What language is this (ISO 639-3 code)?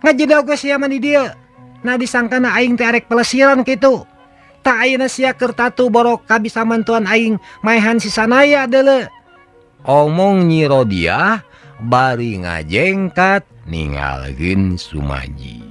sun